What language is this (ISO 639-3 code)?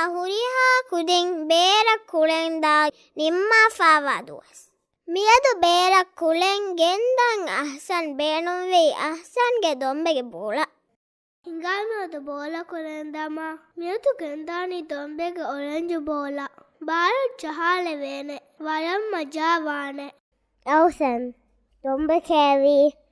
div